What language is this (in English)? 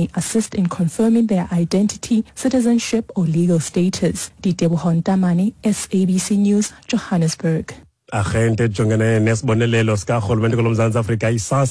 Xhosa